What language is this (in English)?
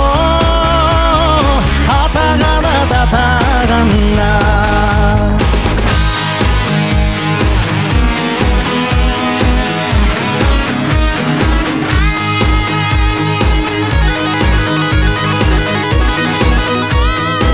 Kazakh